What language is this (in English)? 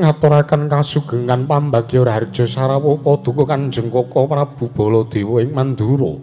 Javanese